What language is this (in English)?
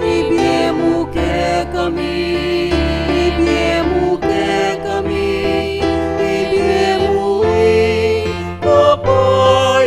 Pampanga